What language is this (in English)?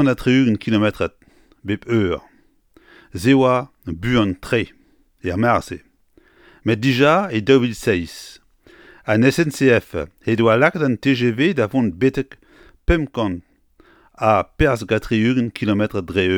Breton